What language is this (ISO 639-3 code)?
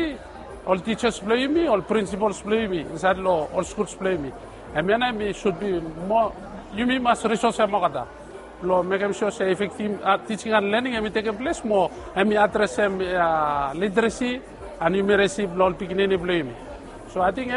bis